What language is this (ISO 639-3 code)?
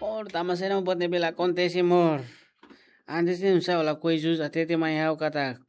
tet